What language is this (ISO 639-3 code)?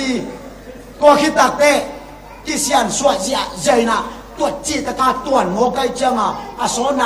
ctd